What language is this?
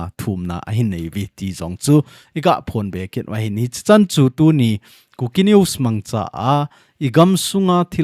Thado Chin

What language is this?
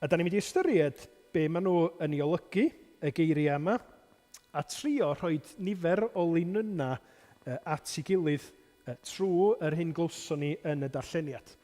Welsh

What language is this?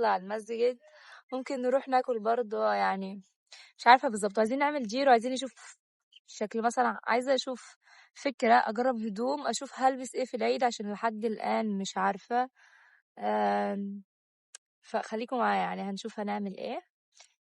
Egyptian Arabic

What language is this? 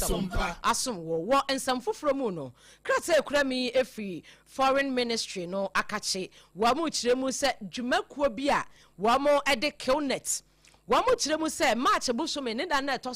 Akan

